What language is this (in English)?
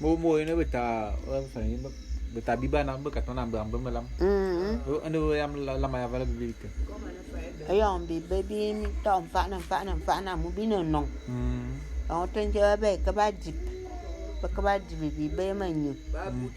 Bulu